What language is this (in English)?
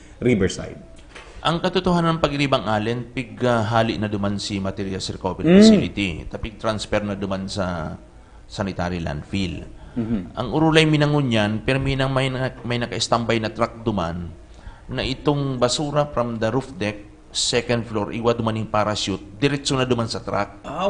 Bikol